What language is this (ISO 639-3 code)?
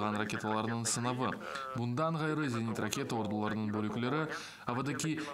crh